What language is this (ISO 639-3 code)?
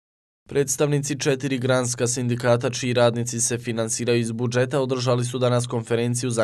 bos